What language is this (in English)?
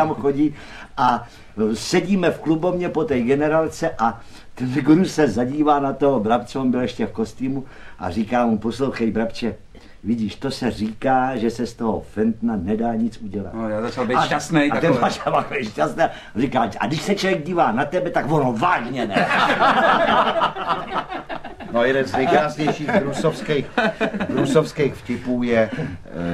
Czech